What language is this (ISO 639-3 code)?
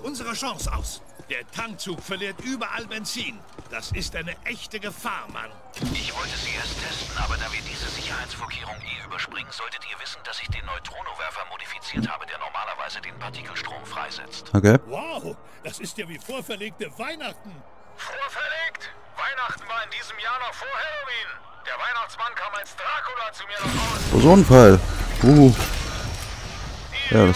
deu